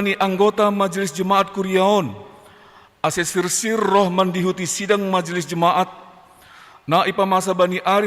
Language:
Batak Simalungun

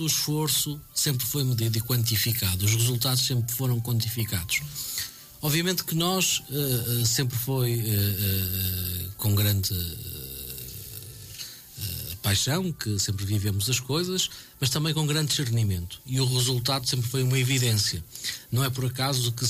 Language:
Portuguese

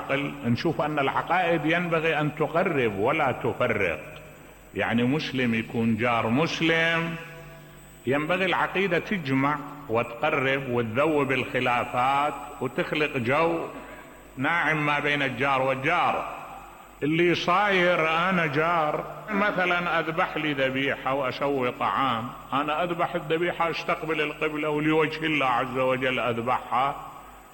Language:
Mesopotamian Arabic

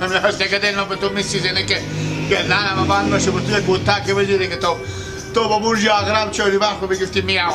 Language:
Persian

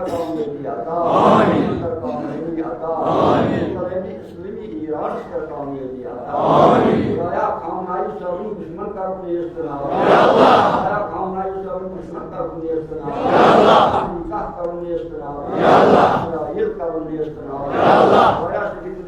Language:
Kashmiri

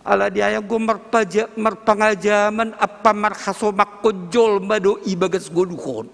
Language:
Batak Simalungun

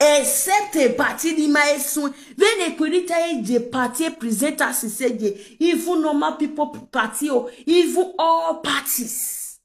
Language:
Nigerian Pidgin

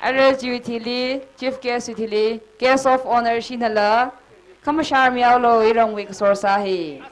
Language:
Tangkhul Naga (India)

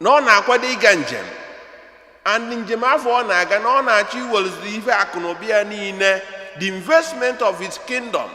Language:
Igbo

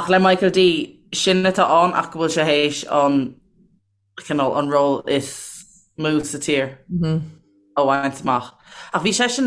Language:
Irish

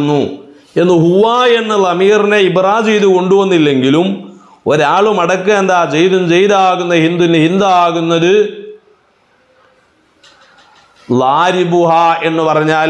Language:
Malayalam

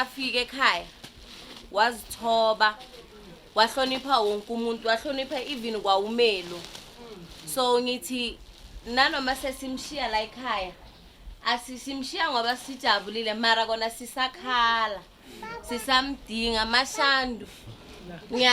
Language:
Zulu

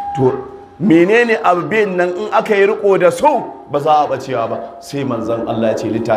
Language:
Hausa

